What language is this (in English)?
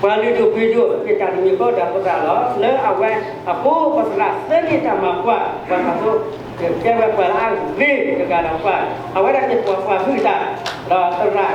S'gaw Karen